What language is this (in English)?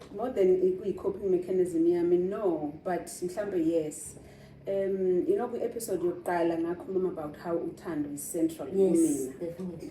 Zulu